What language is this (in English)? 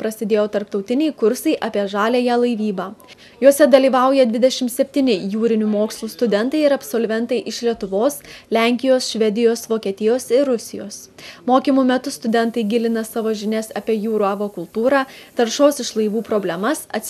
Lithuanian